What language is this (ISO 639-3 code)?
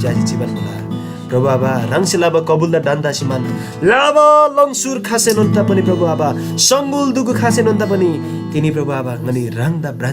taj